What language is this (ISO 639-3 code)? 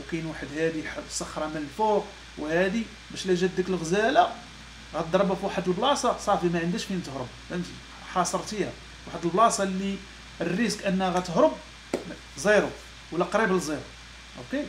ary